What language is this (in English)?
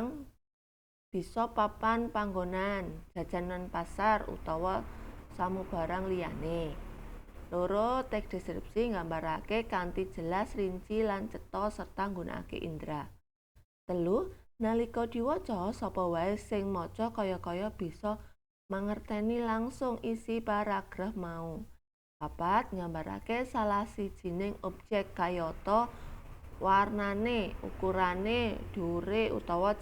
Javanese